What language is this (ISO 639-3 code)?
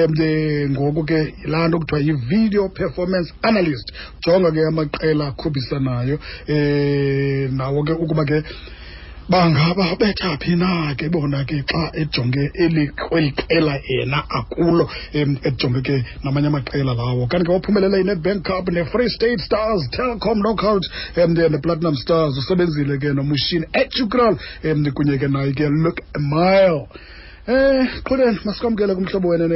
xho